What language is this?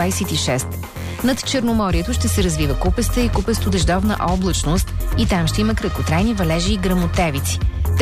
Bulgarian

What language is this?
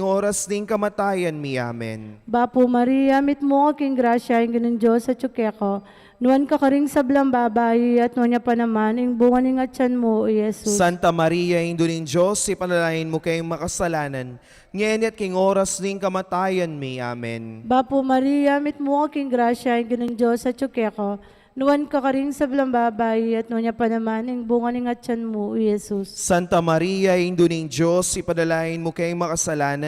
Pampanga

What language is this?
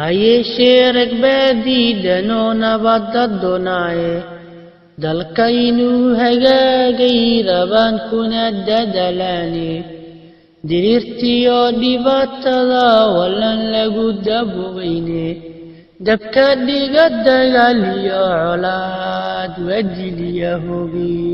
Somali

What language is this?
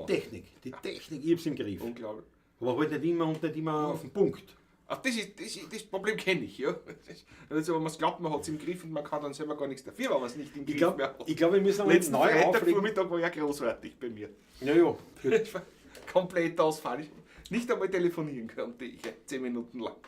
Bavarian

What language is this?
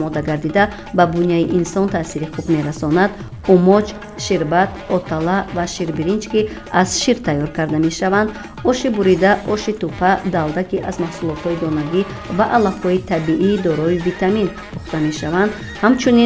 Tajik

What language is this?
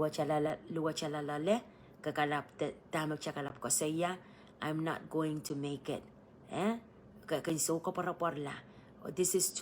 Pohnpeian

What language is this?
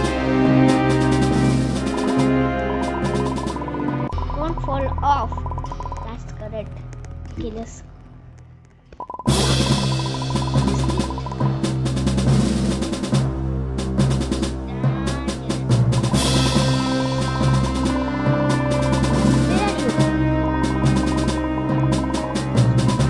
English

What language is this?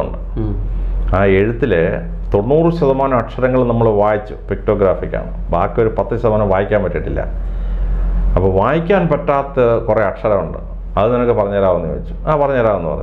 Malayalam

